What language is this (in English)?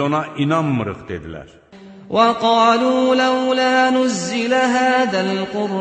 Azerbaijani